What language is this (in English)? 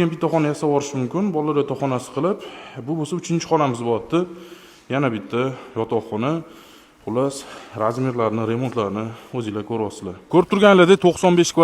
Uzbek